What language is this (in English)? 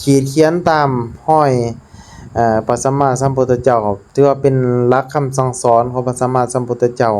Lao